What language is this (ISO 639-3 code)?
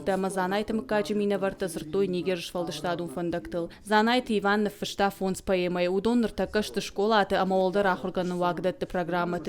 oss